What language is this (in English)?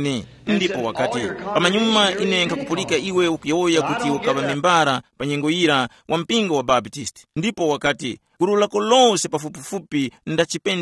Tumbuka